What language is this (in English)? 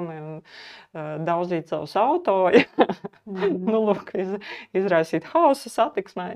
Latvian